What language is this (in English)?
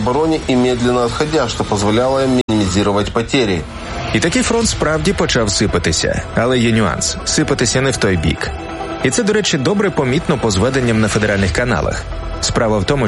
Ukrainian